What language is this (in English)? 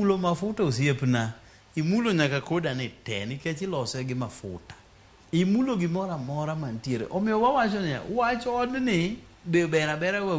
Luo (Kenya and Tanzania)